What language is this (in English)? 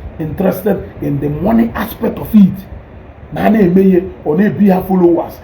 Igbo